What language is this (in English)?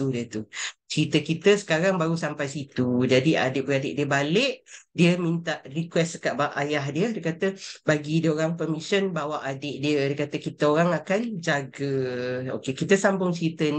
Malay